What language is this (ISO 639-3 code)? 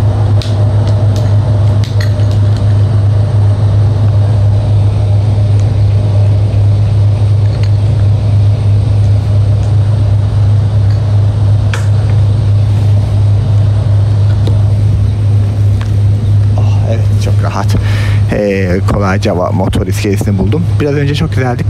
tur